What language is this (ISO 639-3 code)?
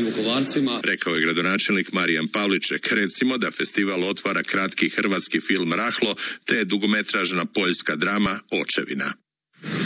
hrv